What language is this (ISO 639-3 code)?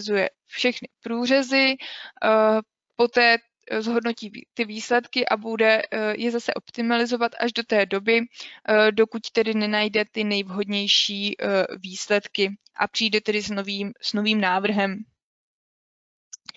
ces